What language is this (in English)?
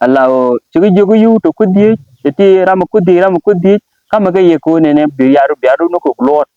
Nuer